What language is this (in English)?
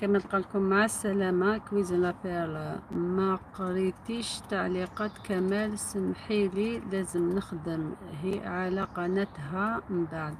Algerian Arabic